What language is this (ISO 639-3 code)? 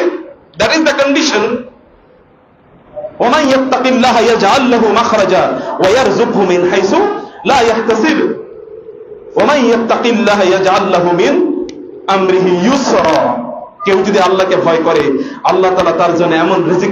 ben